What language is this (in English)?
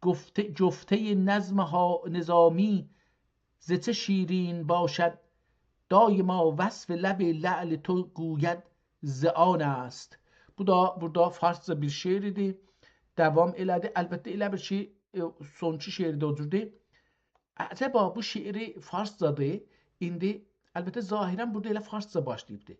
South Azerbaijani